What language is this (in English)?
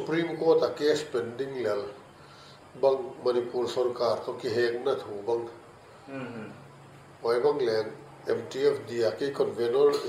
Paite Chin